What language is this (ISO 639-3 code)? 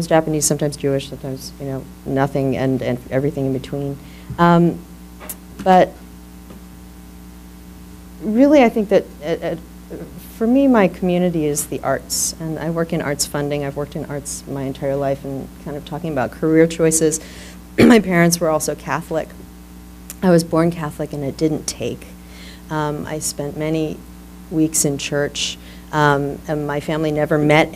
eng